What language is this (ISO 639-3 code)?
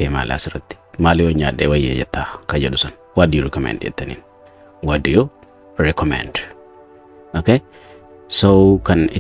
orm